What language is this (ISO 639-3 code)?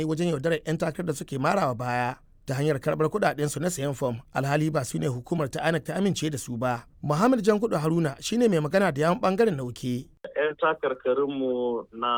hau